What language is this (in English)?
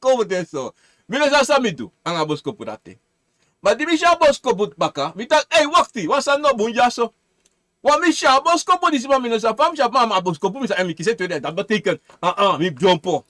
Sranan Tongo